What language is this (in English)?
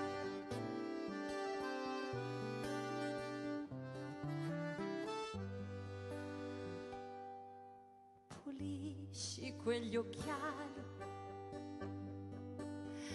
Italian